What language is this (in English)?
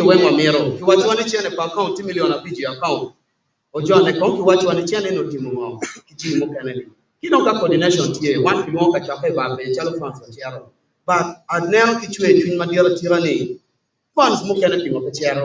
Acoli